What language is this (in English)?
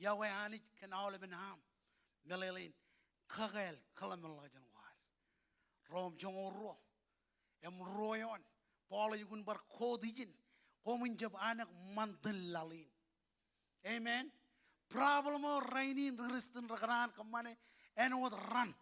Marshallese